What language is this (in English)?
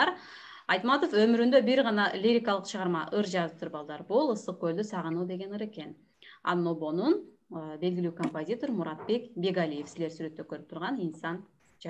Kyrgyz